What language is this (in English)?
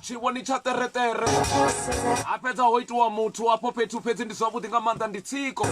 Venda